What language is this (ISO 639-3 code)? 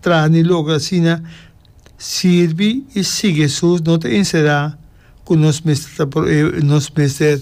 pap